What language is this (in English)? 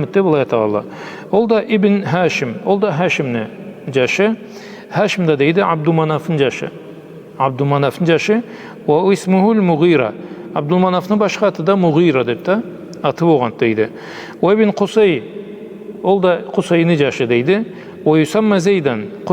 Karachay-Balkar